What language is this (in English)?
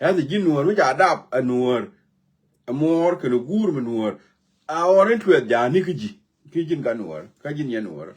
Nuer